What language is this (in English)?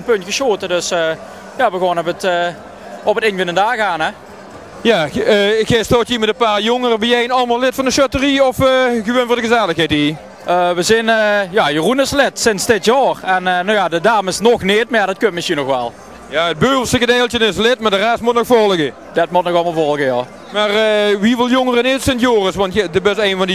Limburgish